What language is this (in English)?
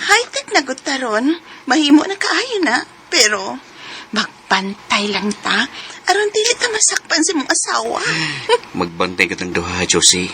Cebuano